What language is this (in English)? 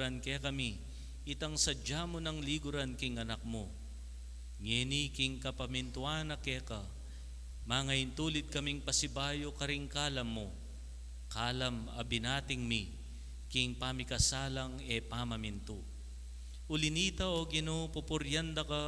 Pampanga